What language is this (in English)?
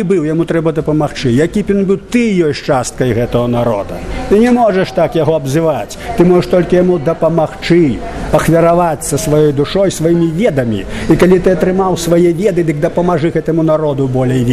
Belarusian